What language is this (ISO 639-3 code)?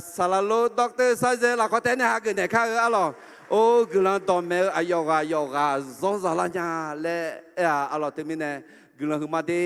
ahk